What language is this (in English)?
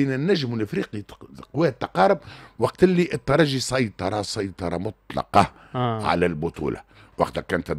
Tunisian Arabic